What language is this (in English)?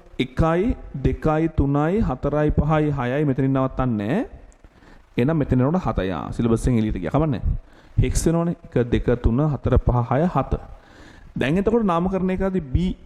Sinhala